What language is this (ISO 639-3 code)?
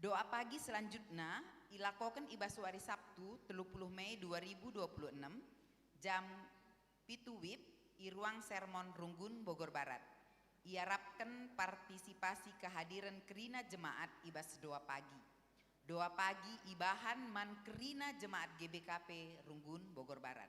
btx